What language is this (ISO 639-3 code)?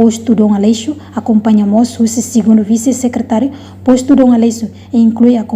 tet